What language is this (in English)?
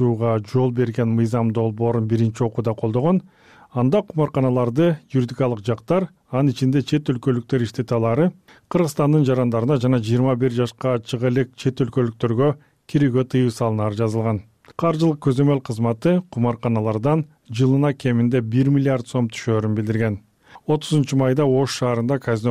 Kyrgyz